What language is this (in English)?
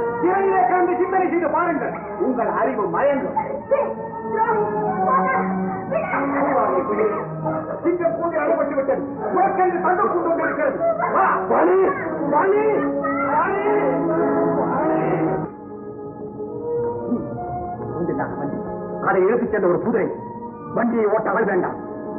Tamil